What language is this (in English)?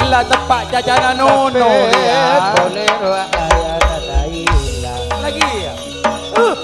Madurese